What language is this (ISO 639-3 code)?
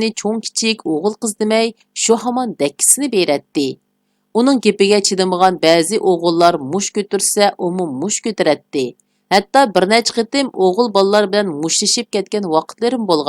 uig